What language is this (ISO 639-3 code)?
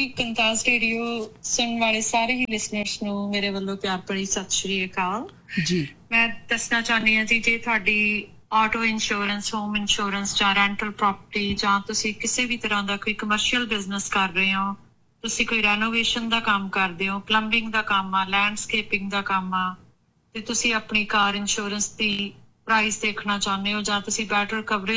pan